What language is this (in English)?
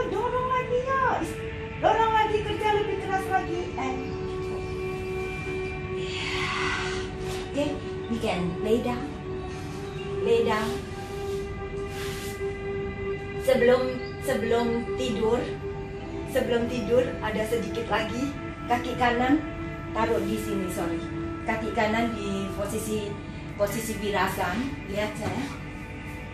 Indonesian